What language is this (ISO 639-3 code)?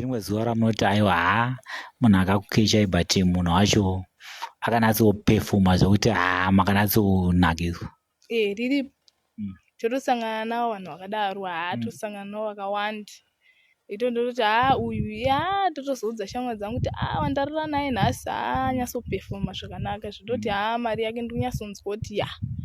sna